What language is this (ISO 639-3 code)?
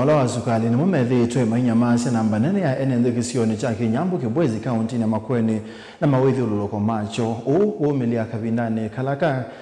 kam